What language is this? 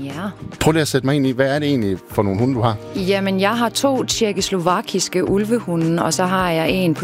Danish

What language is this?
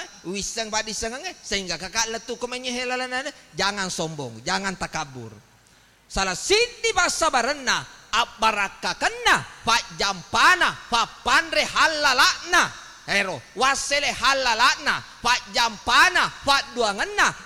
Buginese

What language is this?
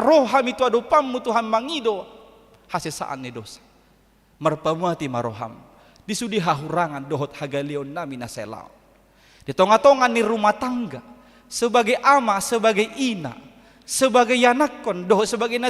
Batak Toba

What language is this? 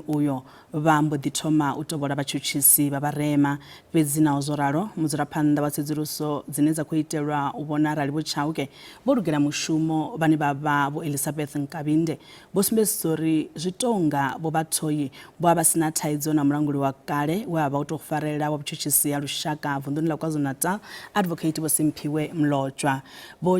Venda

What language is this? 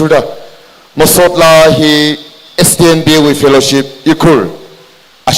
Tangkhul Naga (India)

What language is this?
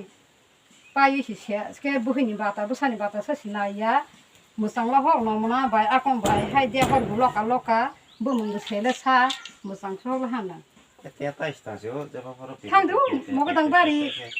Kok Borok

